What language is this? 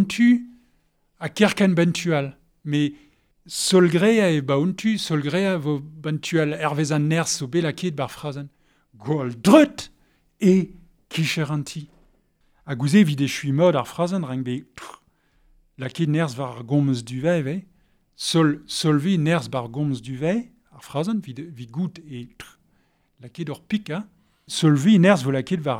Breton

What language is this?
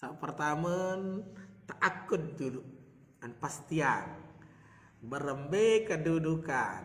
Sasak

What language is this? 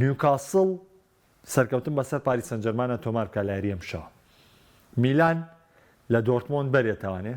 Central Kurdish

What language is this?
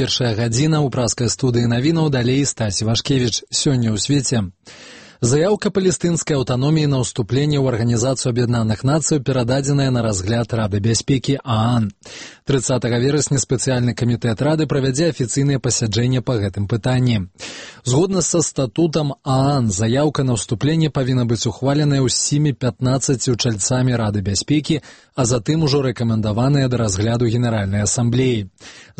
Belarusian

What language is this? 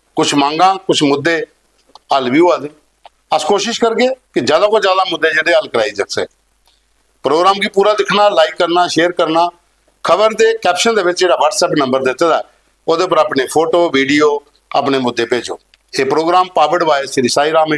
Dogri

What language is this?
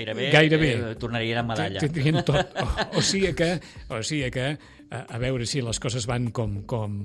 Catalan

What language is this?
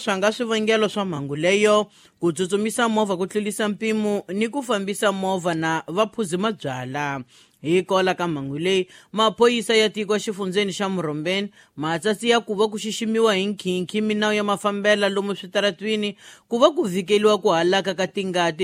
Tsonga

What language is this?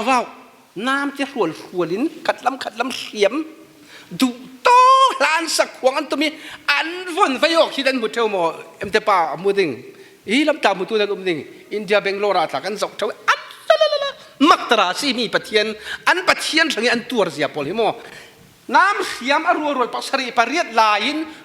Falam Chin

